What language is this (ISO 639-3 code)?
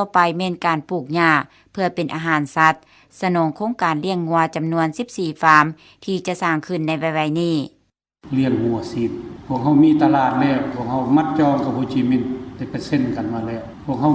lao